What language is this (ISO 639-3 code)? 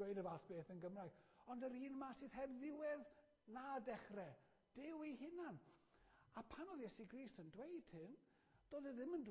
cym